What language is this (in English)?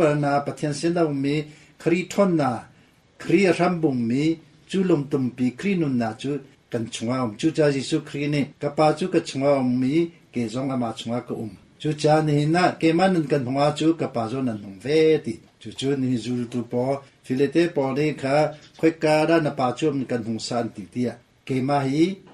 Hakha Chin